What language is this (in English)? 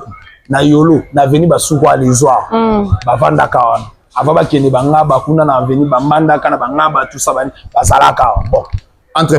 Lingala